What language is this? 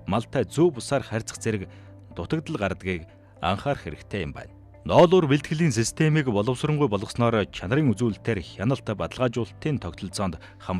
Mongolian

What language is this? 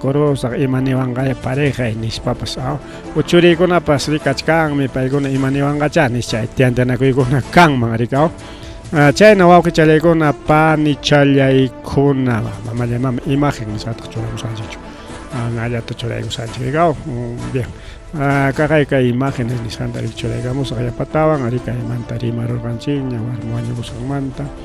Ayacucho Quechua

